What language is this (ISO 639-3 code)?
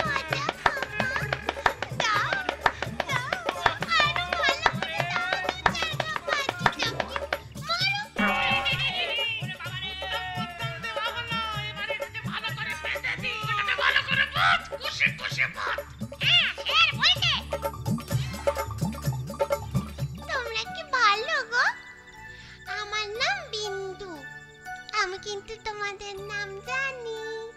ben